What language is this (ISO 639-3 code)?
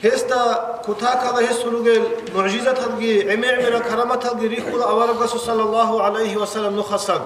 ava